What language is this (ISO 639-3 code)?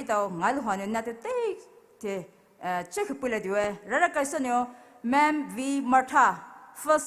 pmx